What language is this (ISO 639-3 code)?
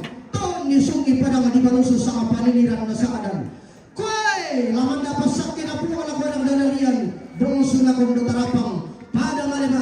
sda